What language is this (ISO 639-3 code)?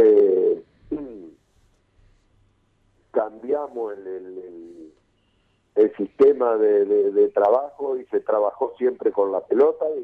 spa